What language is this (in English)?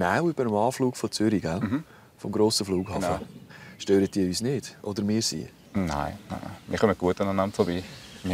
Swiss German